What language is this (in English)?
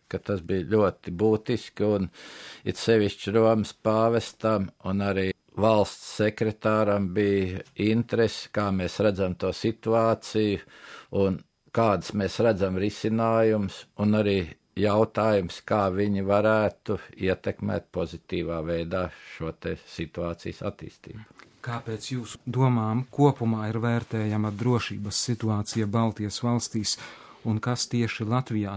Latvian